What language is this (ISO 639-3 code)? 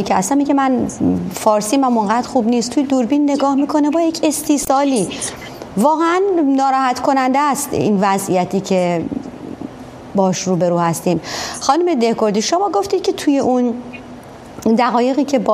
fas